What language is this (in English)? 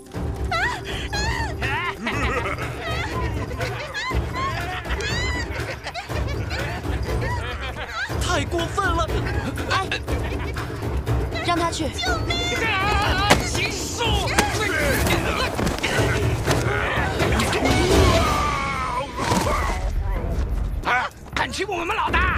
Chinese